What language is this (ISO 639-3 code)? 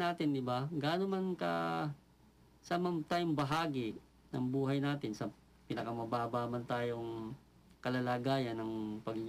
fil